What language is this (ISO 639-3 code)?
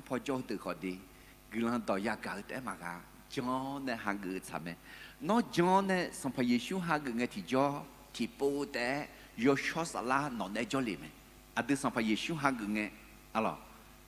ahk